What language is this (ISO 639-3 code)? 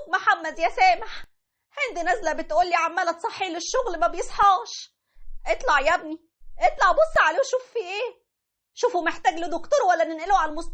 arz